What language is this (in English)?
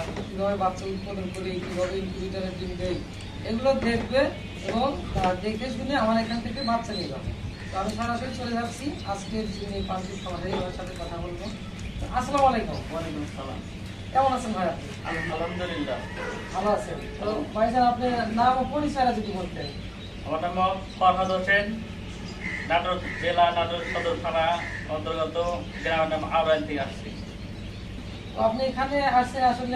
Bangla